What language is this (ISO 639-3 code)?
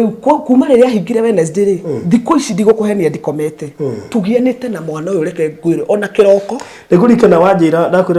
kik